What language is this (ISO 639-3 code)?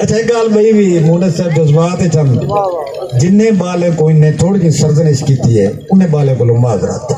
skr